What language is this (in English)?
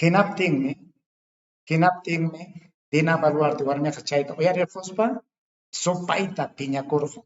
Ayacucho Quechua